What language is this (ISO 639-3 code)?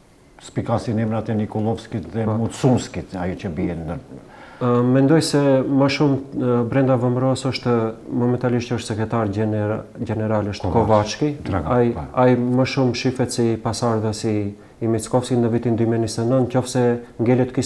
sqi